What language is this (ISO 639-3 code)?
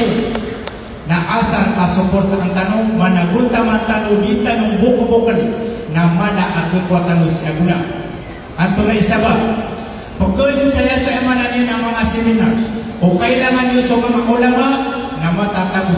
mrw